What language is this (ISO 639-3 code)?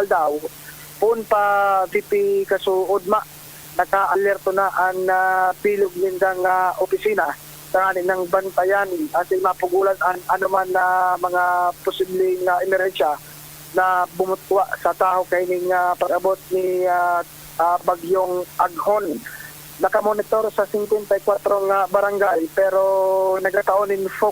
bik